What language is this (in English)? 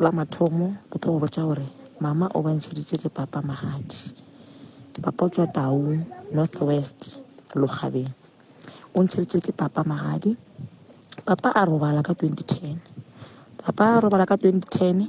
Northern Sotho